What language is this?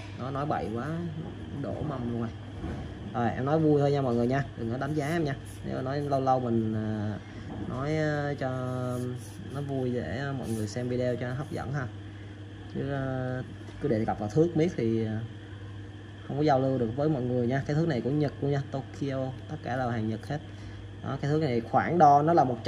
Vietnamese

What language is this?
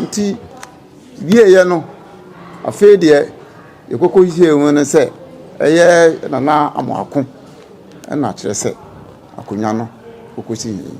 Akan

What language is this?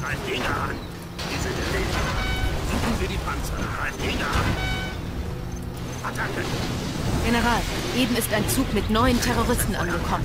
Bavarian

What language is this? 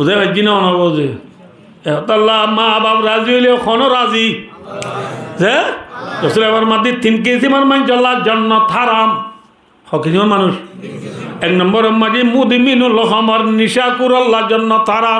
Rohingya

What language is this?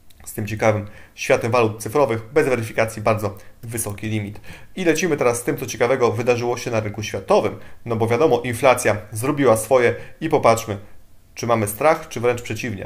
Polish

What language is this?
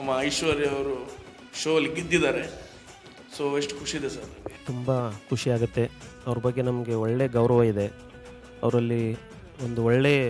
Kannada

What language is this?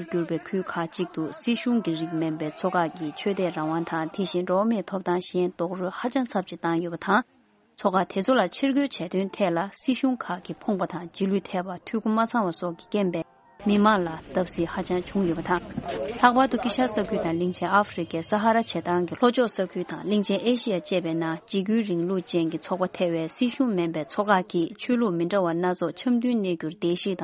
Tibetan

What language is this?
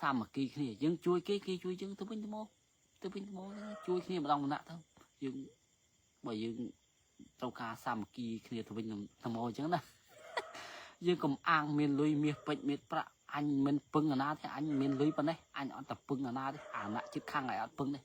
Khmer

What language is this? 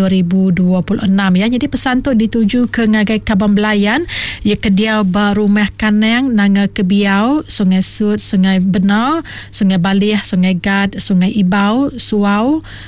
Iban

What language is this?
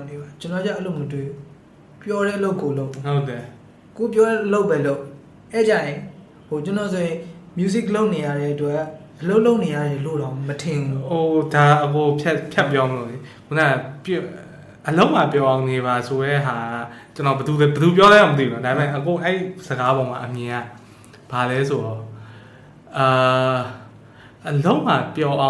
Burmese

